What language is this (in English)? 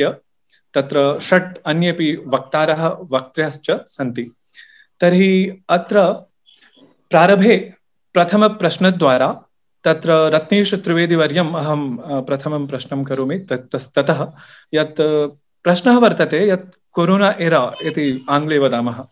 Sanskrit